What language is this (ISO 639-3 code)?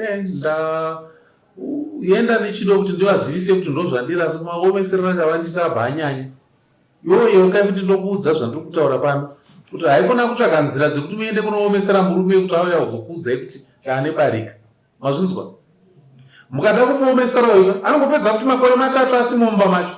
sna